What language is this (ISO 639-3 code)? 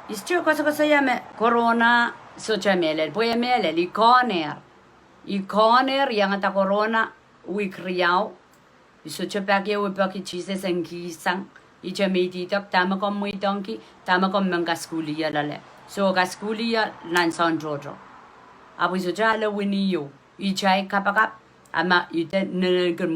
pon